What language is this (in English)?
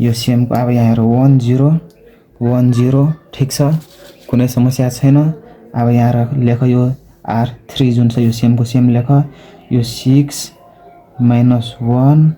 Nepali